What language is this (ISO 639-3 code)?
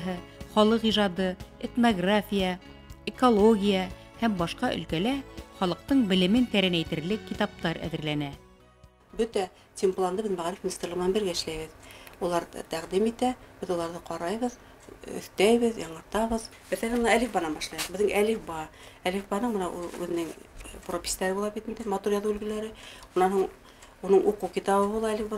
bak